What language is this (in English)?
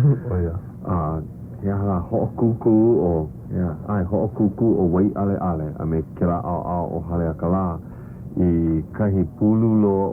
Hawaiian